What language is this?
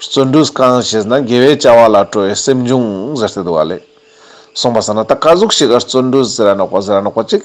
Ladakhi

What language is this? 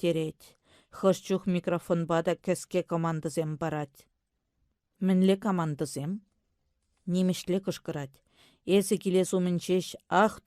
Chuvash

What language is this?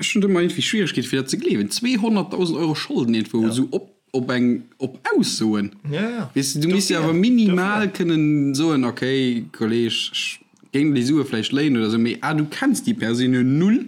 Luxembourgish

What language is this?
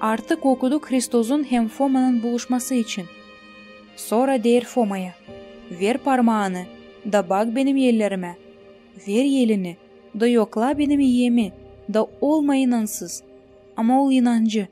Gagauz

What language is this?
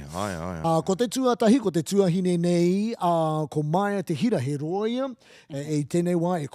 Māori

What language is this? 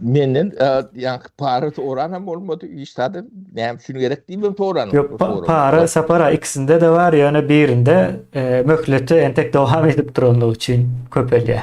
Turkmen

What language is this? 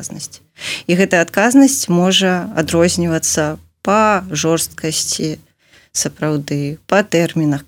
Belarusian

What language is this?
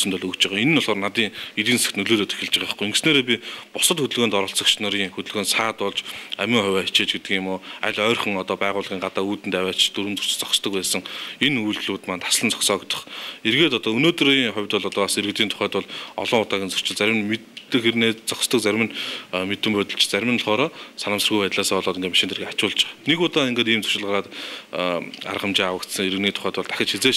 Mongolian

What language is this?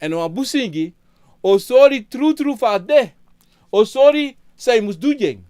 Sranan Tongo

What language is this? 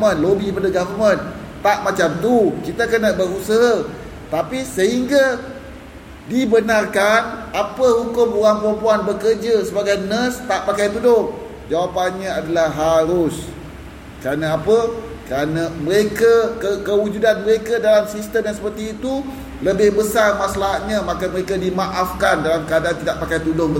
Malay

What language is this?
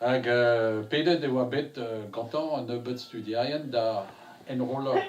Breton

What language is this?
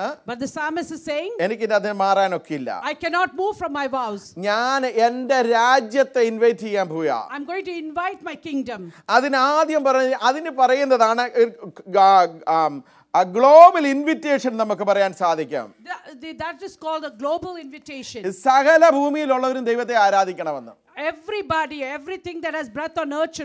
Malayalam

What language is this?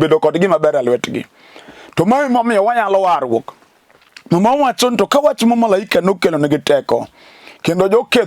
Luo (Kenya and Tanzania)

